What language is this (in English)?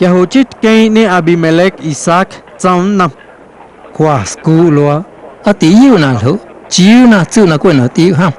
Guerrero Amuzgo